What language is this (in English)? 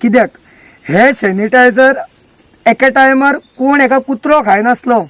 Konkani